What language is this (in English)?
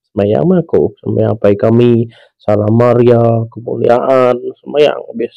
Iban